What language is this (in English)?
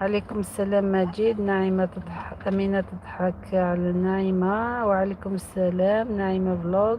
Algerian Arabic